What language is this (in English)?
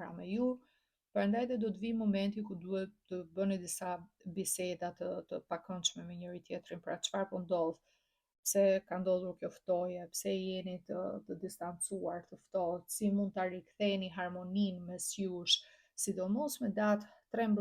Albanian